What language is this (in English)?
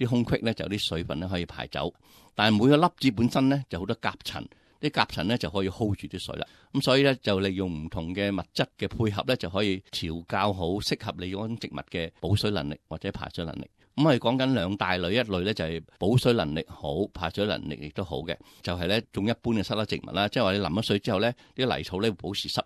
Cantonese